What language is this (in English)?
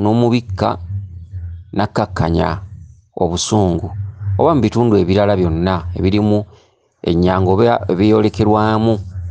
Ganda